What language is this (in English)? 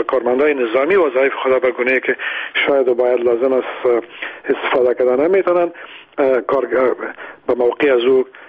Persian